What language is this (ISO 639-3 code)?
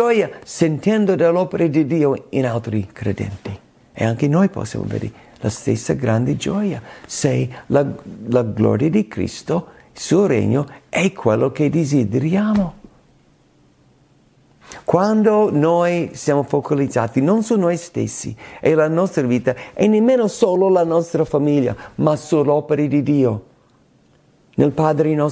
ita